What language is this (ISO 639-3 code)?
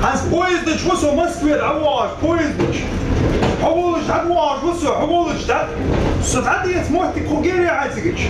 inh